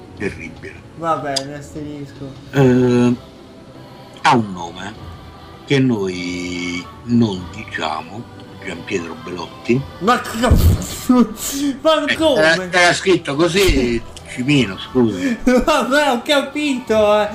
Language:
Italian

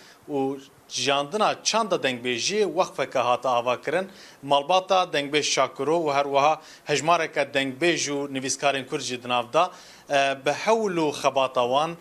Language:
Kurdish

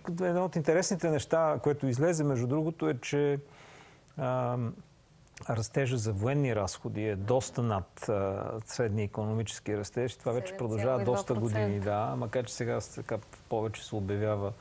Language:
Bulgarian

